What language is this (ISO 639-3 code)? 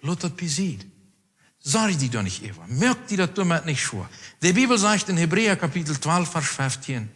pdt